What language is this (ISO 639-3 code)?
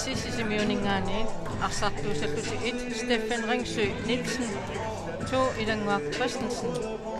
kal